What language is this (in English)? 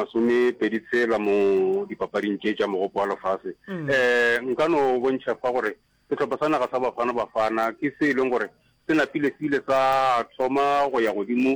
Northern Sotho